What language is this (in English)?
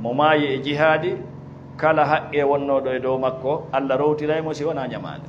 Fula